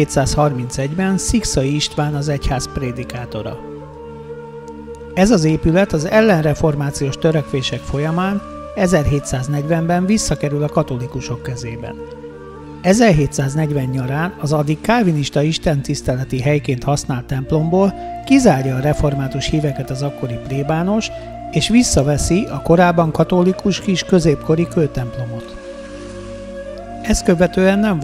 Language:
Hungarian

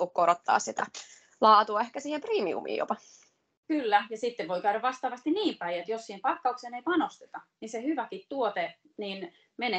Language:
Finnish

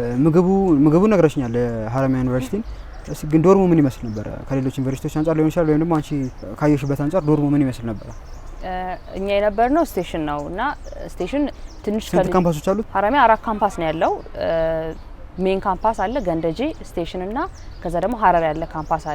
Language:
Amharic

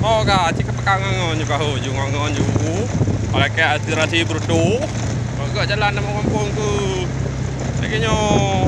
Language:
Achinese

